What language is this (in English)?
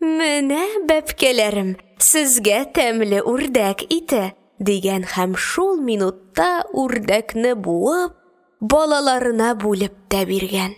Tatar